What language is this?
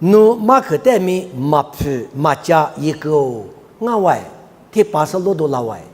Lisu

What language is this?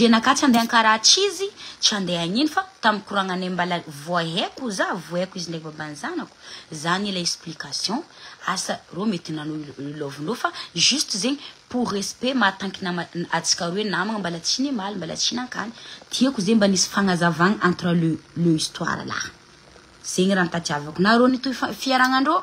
Malagasy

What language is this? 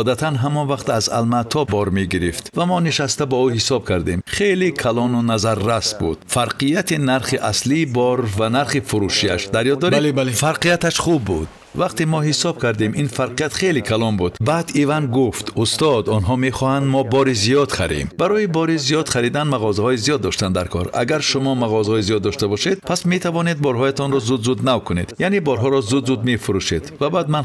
Tajik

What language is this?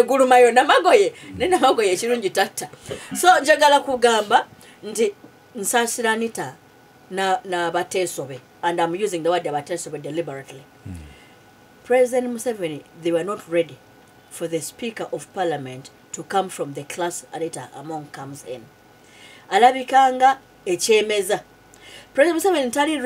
Ganda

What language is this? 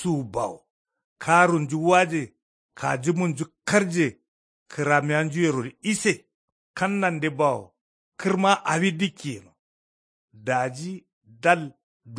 Kanuri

